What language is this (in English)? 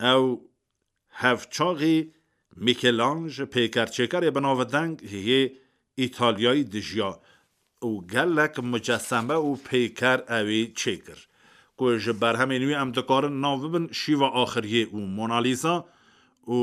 Kurdish